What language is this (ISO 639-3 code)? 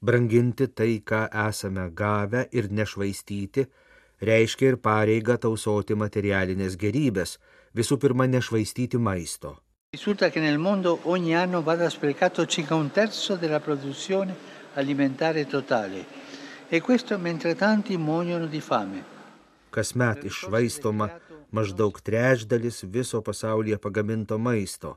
lit